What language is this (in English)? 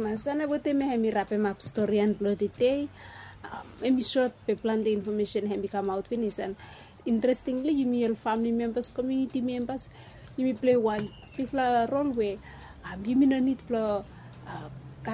Bislama